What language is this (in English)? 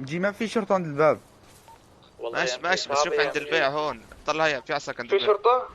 North Levantine Arabic